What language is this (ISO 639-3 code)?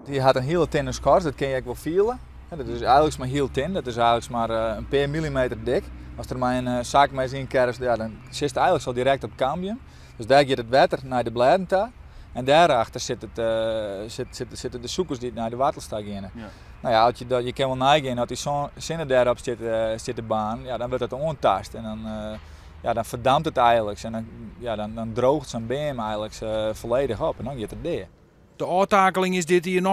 fry